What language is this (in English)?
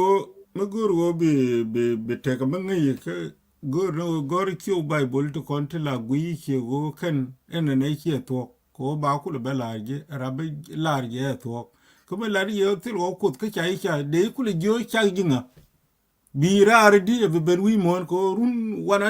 Nuer